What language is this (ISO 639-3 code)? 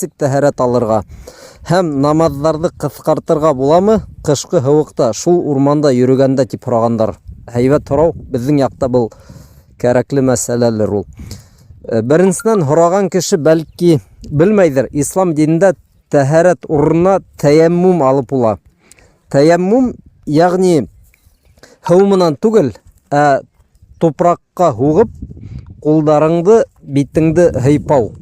bak